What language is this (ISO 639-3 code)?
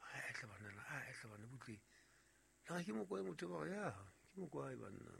sot